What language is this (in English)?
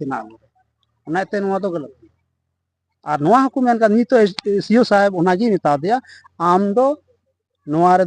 Santali